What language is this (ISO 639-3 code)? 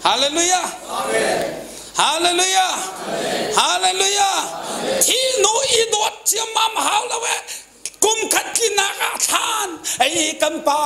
cnh